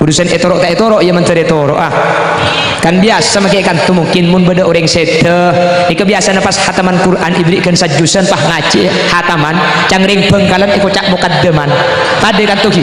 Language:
Madurese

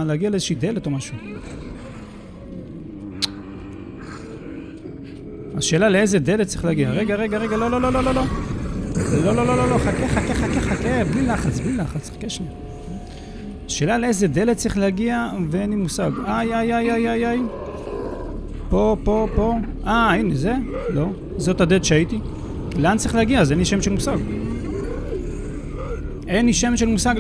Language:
Hebrew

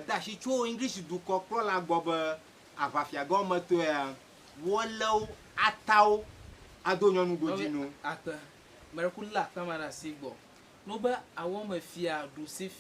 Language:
Ewe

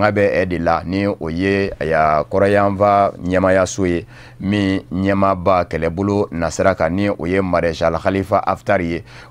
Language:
Bambara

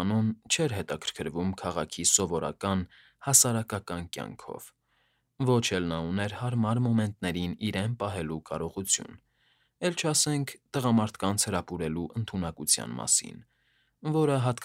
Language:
Armenian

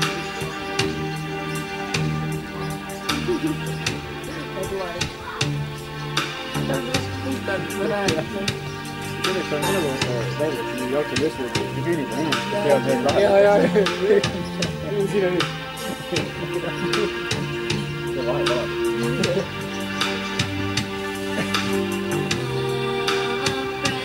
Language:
Estonian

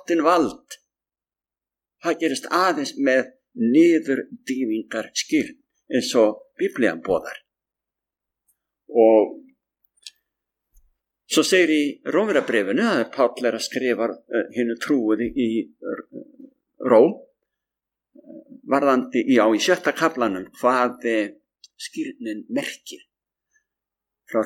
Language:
Icelandic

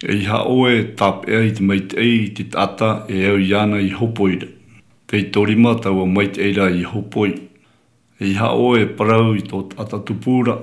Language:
Tahitian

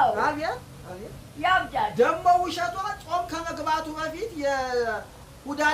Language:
Amharic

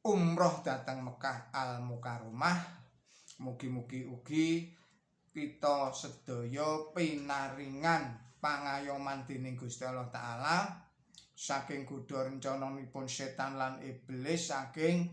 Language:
Javanese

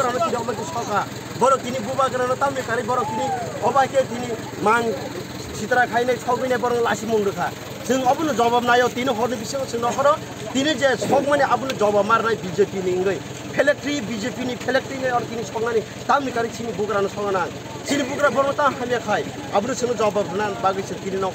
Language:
Kok Borok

